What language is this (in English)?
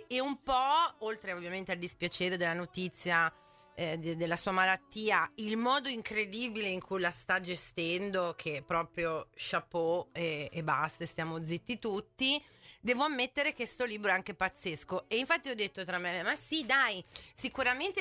Italian